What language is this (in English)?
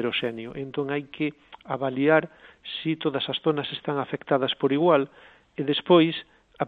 Galician